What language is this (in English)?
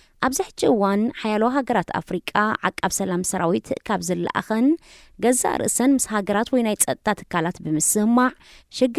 Tigrinya